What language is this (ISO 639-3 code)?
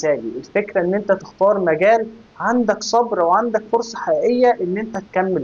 arz